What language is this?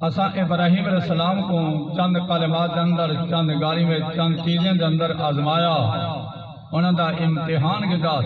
Saraiki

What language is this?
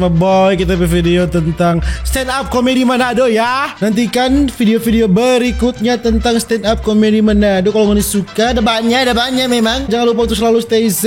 Manado Malay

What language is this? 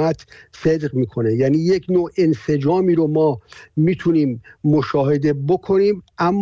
Persian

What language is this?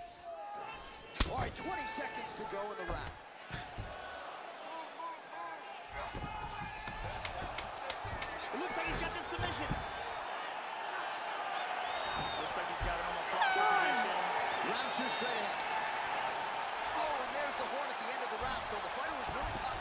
English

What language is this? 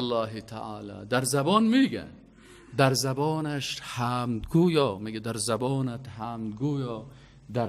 Persian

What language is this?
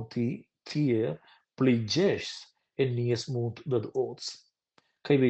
Romansh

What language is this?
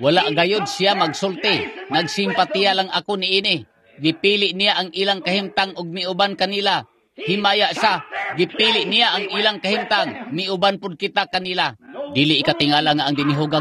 Cebuano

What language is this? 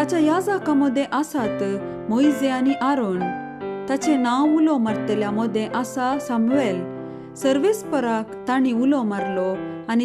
Konkani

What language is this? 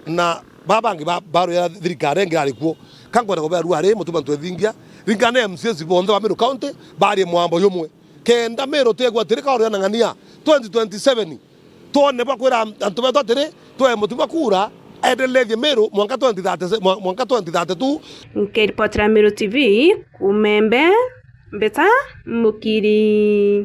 Meru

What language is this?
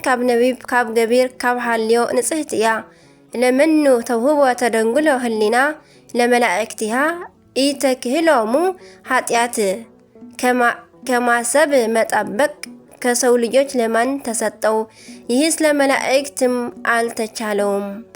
Tigrinya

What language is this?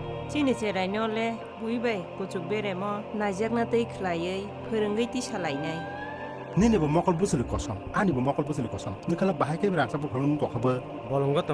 Kok Borok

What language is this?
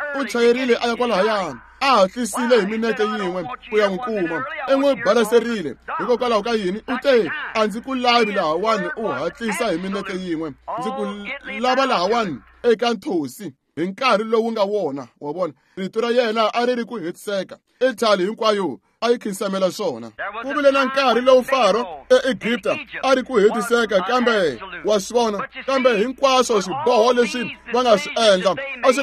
Tsonga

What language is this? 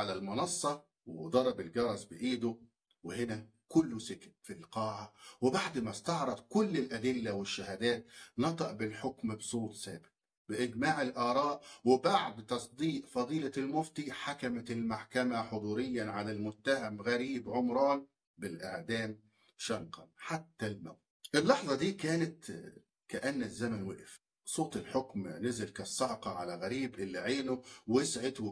Egyptian Arabic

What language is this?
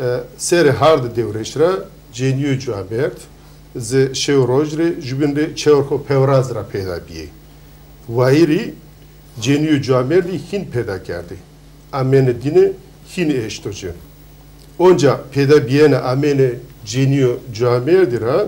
Zaza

